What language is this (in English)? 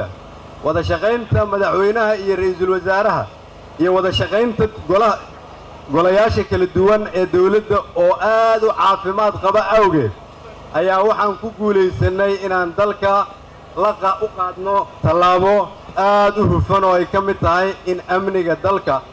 Somali